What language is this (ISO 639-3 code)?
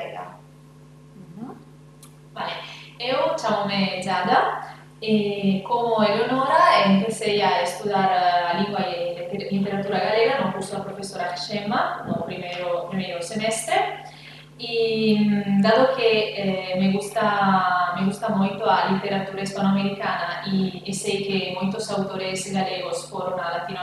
glg